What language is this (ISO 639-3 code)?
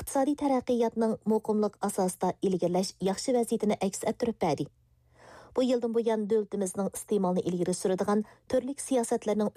uig